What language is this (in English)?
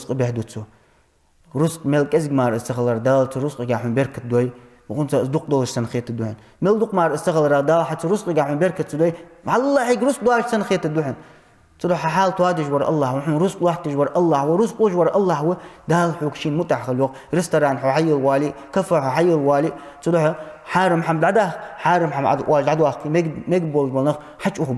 Ingush